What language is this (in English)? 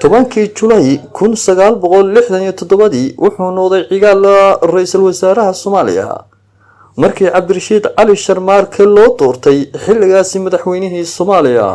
Somali